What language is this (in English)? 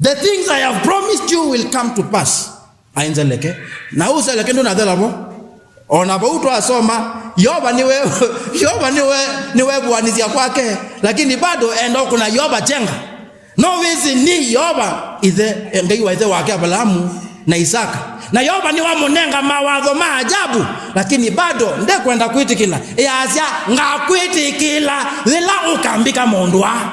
Kamba